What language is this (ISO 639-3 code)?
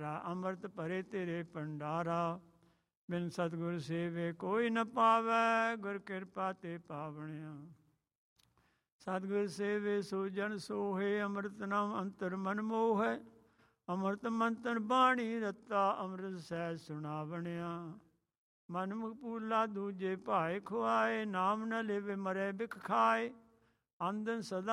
pan